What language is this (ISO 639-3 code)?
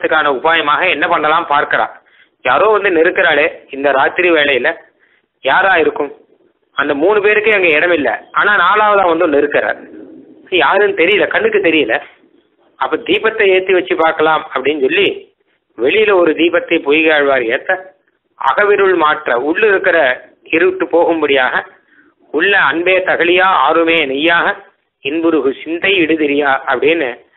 tam